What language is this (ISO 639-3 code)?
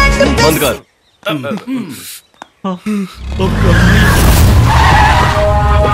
bho